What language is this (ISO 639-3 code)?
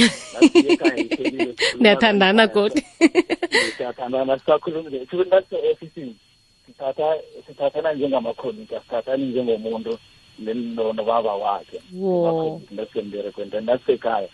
nbl